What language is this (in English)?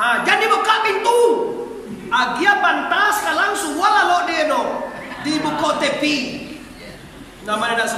Minangkabau